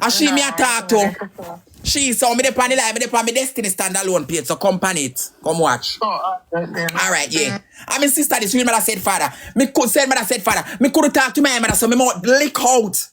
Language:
Jamaican Creole English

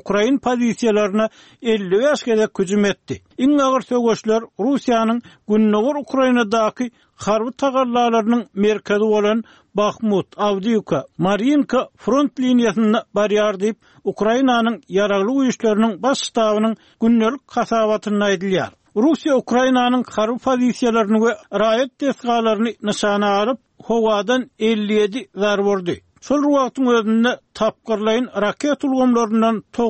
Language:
Turkmen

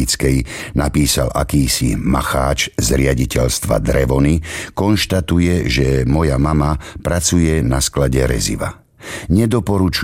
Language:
Slovak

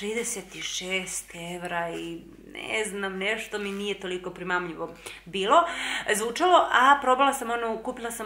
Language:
Serbian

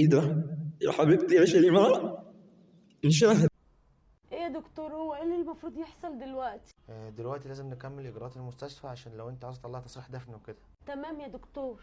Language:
Egyptian Arabic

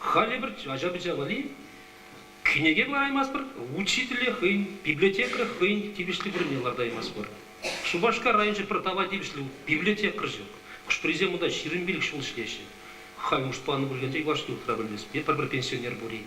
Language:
Chuvash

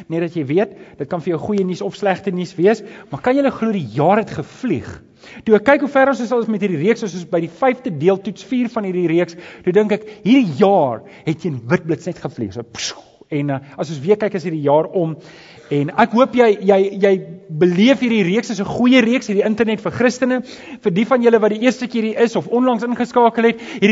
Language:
Afrikaans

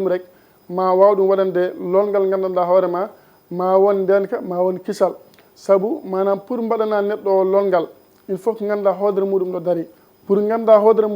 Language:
Fula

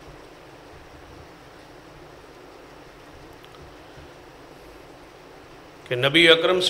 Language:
Urdu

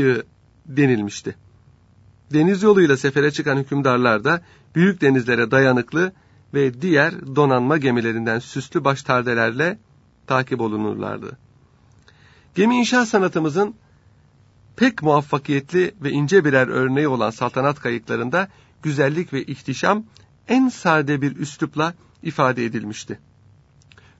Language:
Turkish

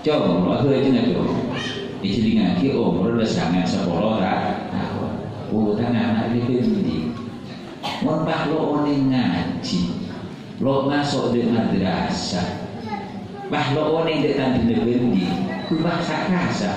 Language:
Madurese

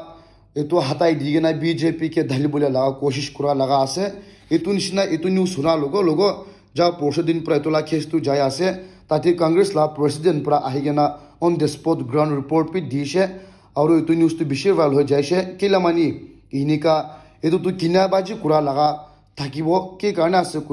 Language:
Naga Pidgin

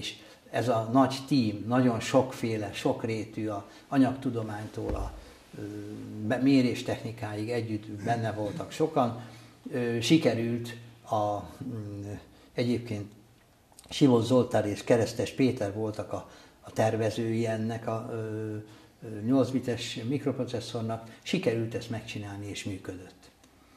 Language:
Hungarian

